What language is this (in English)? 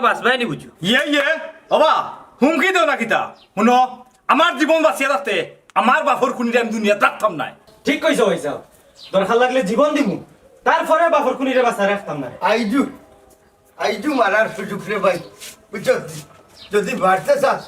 Sylheti